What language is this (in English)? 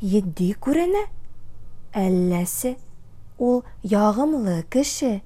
Tatar